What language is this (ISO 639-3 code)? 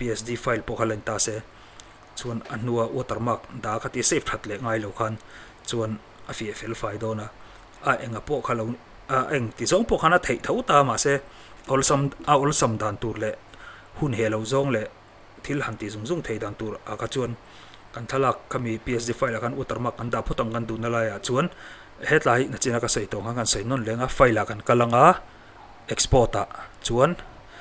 lus